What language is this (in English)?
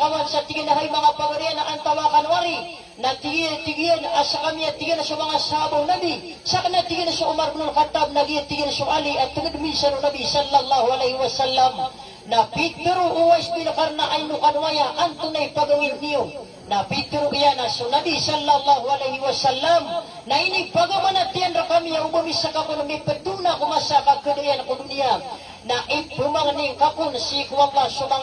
Maranao